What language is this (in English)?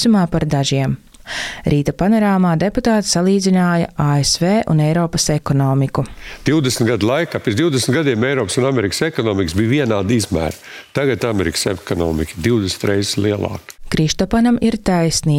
Latvian